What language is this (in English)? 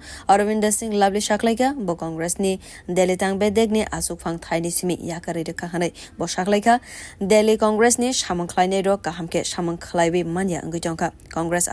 Kok Borok